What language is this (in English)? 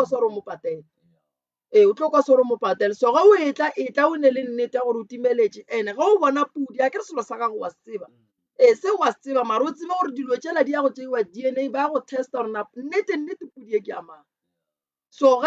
Northern Sotho